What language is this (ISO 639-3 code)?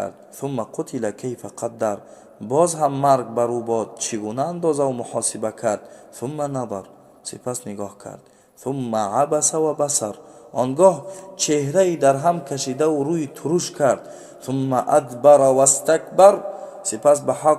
tgk